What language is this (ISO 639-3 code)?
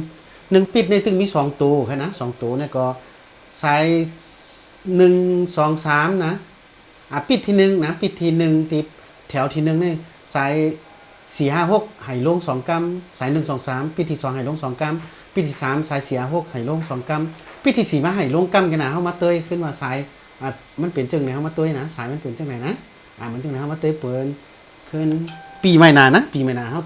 shn